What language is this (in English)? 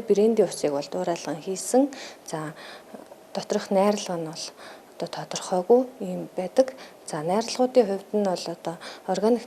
Mongolian